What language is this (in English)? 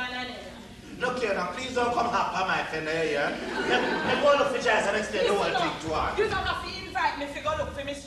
Jamaican Creole English